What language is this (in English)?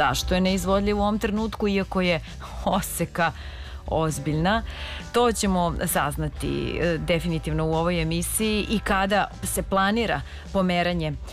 Serbian